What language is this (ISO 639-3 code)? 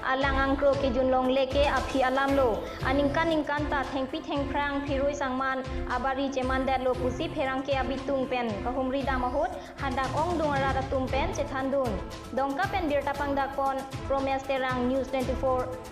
mjw